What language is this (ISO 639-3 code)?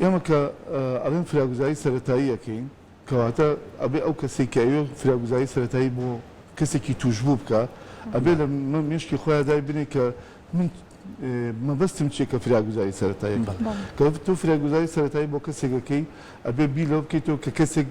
ckb